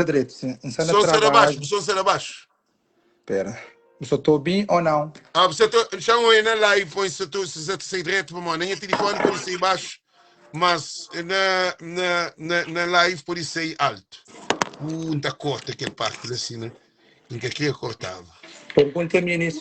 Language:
Kabuverdianu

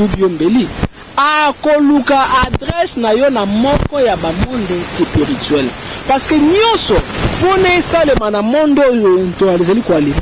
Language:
Lingala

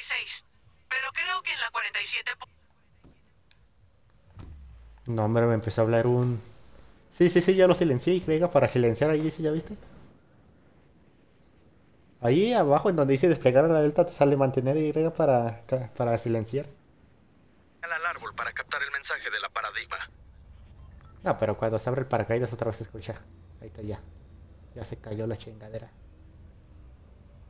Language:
Spanish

